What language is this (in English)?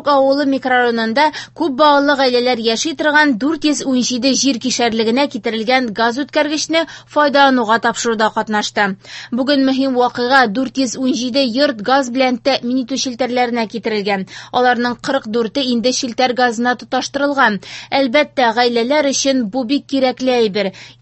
Tatar